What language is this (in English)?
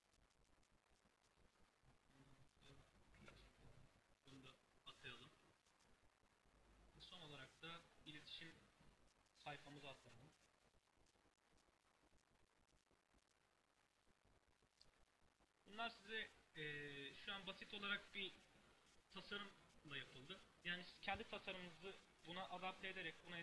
Turkish